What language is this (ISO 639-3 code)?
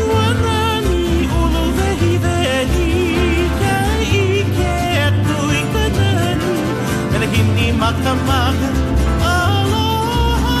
haw